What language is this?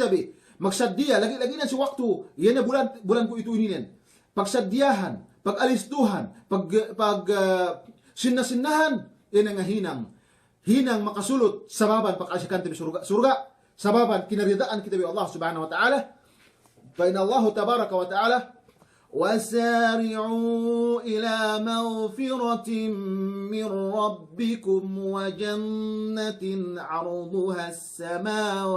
Yakan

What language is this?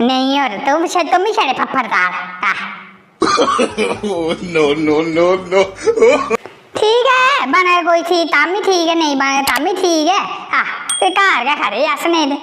Dogri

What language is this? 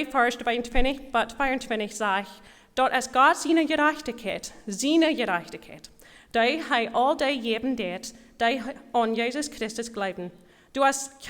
Plautdietsch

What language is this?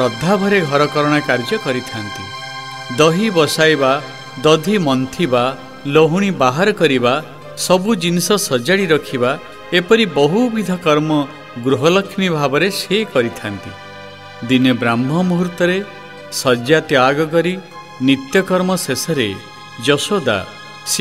Odia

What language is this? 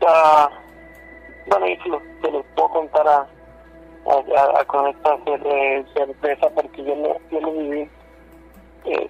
Spanish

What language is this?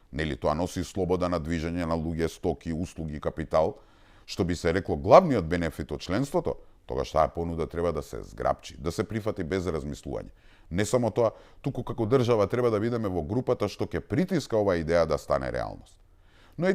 Macedonian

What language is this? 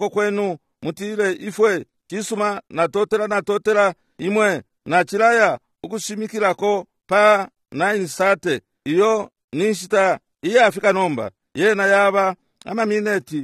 Bemba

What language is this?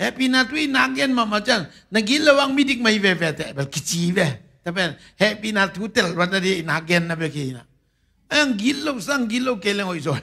Tedim Chin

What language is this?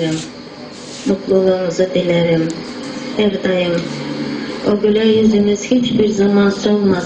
Turkmen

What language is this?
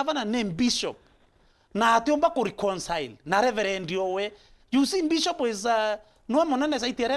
Meru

